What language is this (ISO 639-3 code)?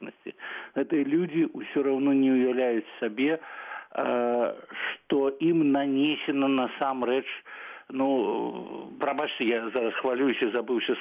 bel